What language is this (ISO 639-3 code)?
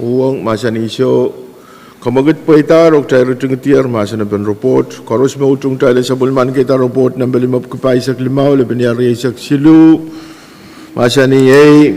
pon